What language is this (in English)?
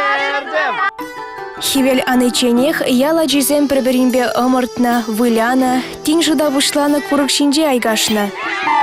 Chuvash